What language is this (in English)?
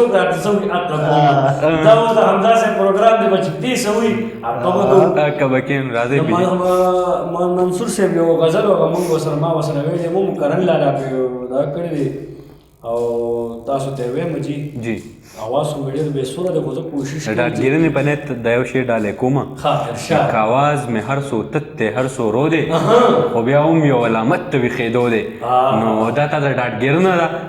Pashto